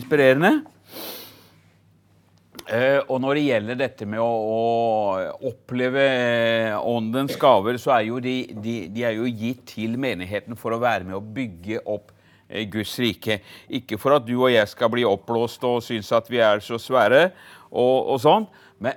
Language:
Norwegian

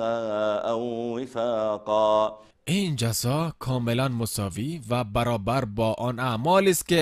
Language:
Tajik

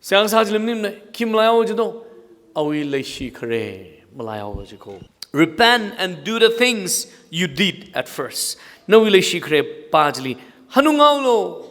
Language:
Tangkhul Naga (India)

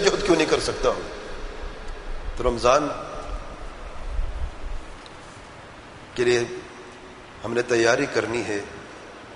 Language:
Urdu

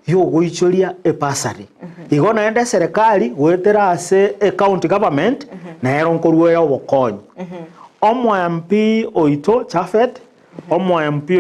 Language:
Gusii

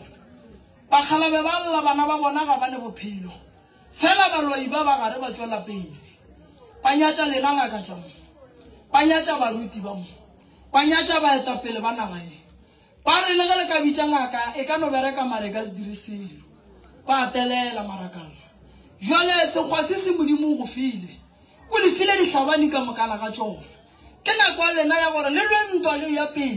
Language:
Northern Sotho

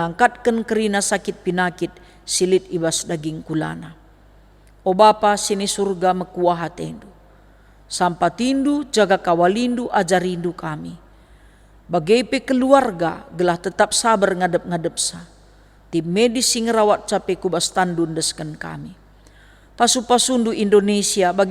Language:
Batak Karo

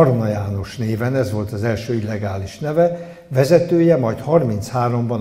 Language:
Hungarian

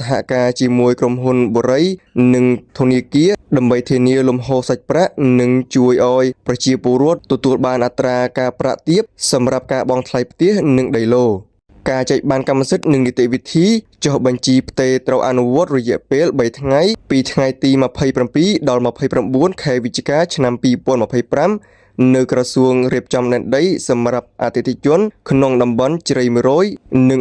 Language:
Khmer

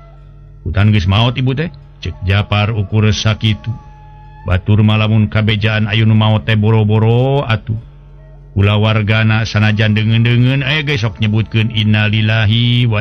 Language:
Sundanese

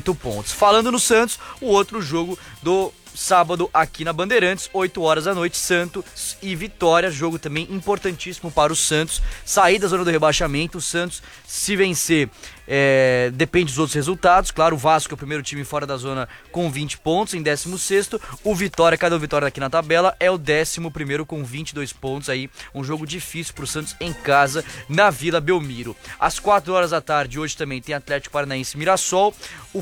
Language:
Portuguese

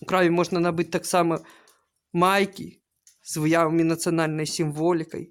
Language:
Belarusian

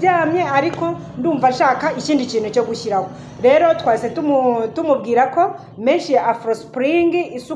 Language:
Kinyarwanda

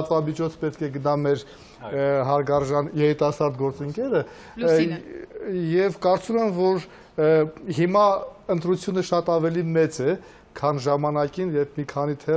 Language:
Armenian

